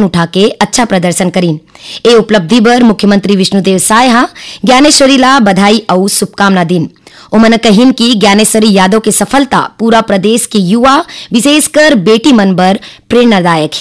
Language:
Chhattisgarhi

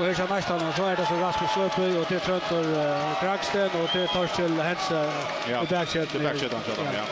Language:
Faroese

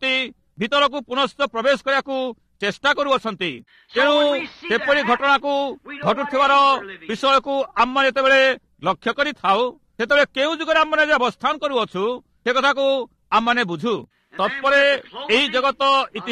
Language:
Odia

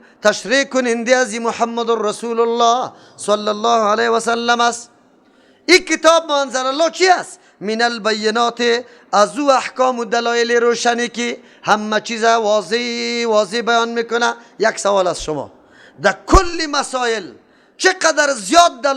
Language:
Persian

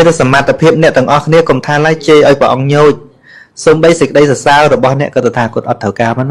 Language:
Khmer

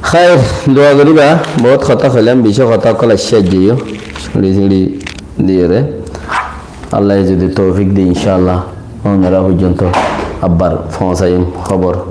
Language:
Rohingya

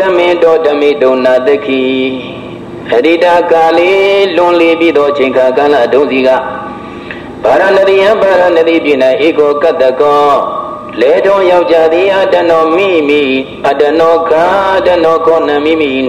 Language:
Burmese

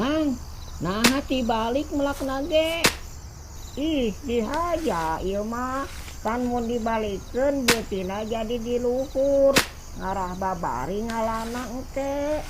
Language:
Sundanese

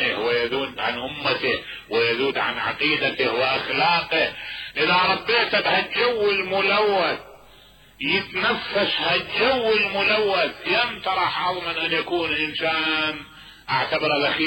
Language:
Mesopotamian Arabic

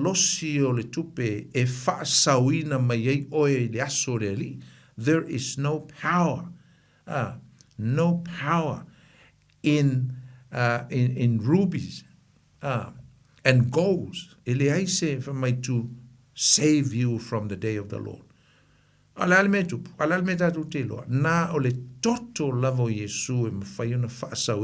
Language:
Samoan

